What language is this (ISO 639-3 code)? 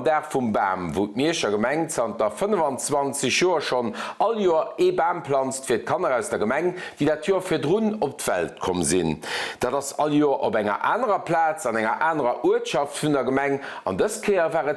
ltz